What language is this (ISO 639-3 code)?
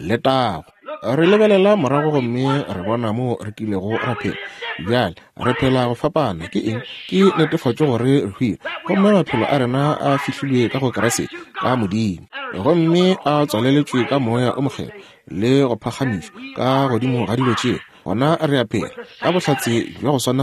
nso